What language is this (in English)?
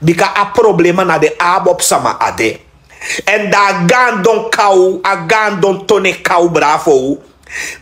Sranan Tongo